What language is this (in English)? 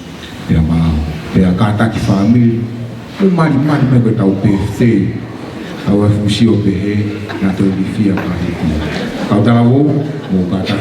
Tongan